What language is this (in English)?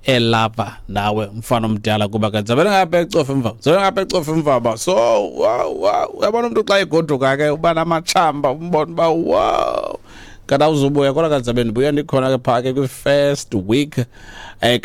Xhosa